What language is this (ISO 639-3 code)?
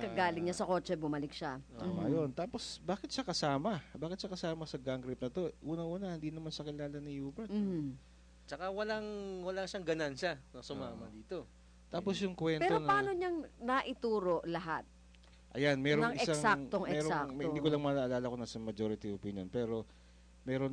fil